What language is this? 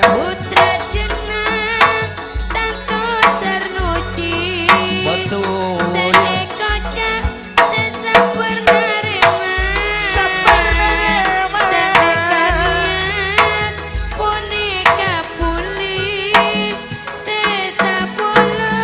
Madurese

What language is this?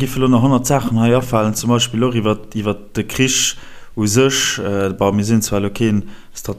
Luxembourgish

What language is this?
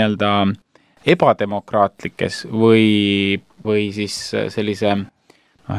Estonian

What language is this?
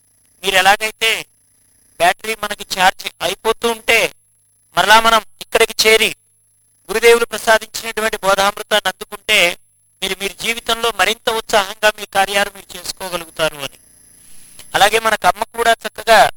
Telugu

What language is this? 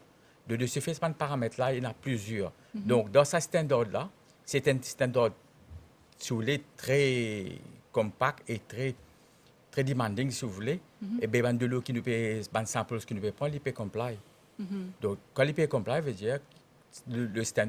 Morisyen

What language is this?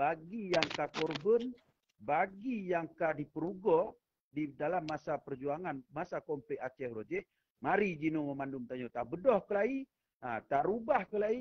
Achinese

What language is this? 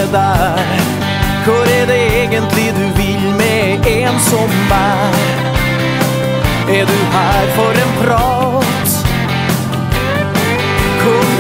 Norwegian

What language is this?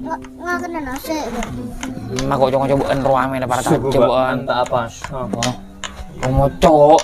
Madurese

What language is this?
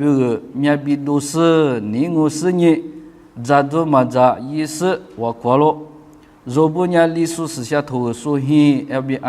Lisu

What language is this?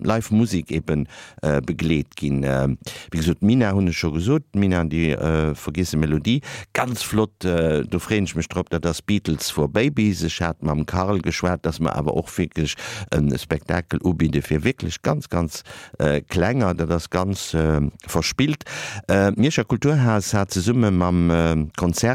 Luxembourgish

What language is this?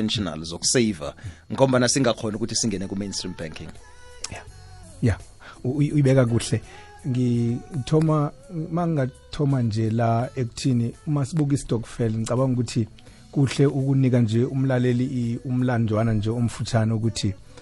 South Ndebele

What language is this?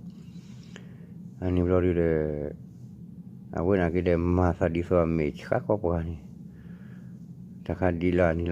S'gaw Karen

